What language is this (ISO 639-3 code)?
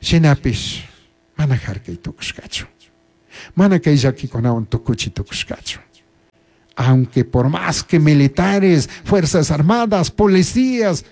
qug